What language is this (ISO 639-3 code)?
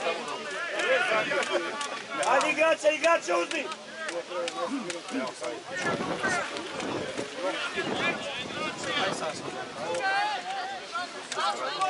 srp